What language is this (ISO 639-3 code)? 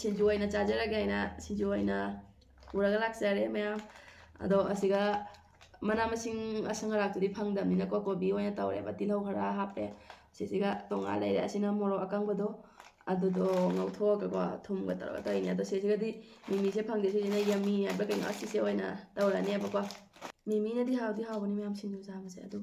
mni